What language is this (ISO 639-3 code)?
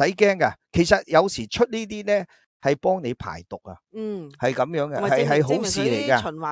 yue